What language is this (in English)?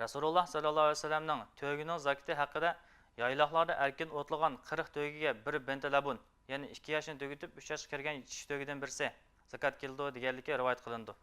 Uyghur